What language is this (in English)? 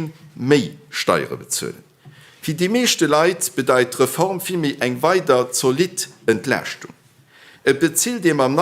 Luxembourgish